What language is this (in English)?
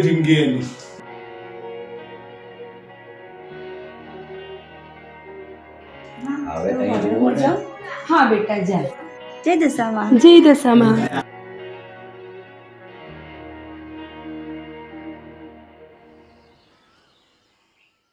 Gujarati